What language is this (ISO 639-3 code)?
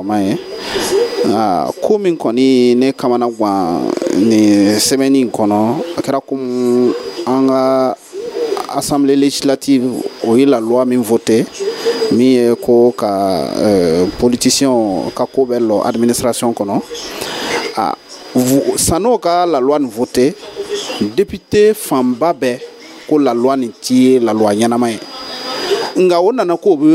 dyu